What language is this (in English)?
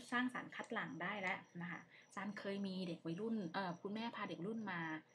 Thai